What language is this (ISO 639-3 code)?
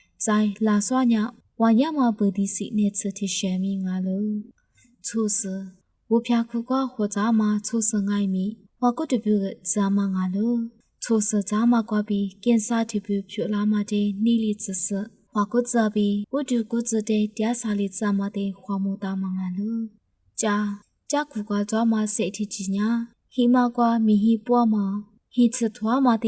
lis